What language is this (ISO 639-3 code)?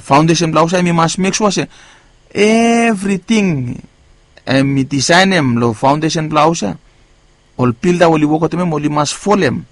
bis